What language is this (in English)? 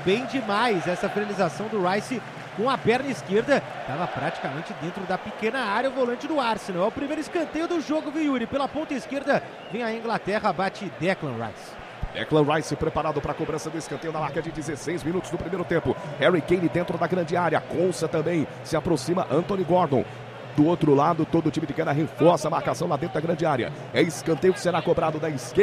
Portuguese